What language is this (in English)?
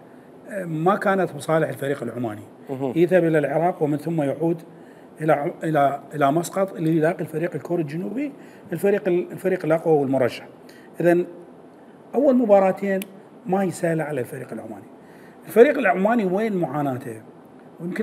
Mesopotamian Arabic